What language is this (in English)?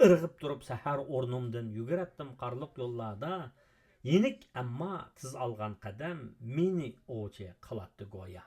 Uyghur